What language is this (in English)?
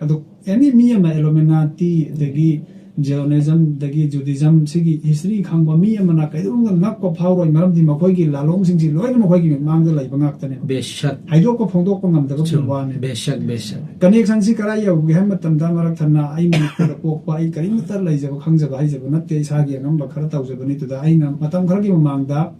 Manipuri